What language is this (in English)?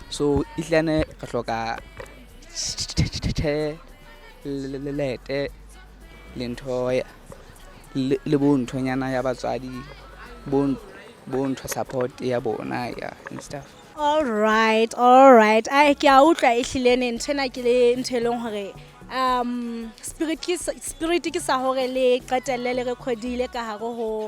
Southern Sotho